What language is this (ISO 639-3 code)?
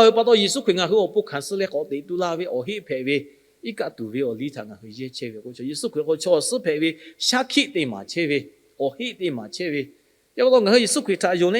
lhu